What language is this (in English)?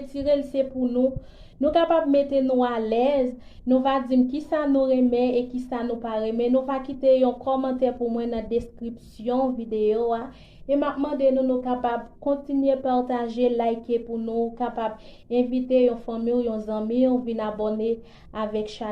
Haitian Creole